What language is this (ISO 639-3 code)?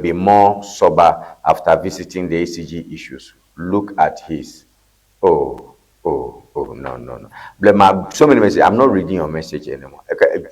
ewe